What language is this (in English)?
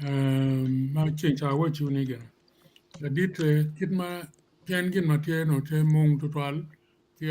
Acoli